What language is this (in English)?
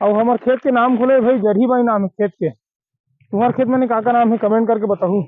Chhattisgarhi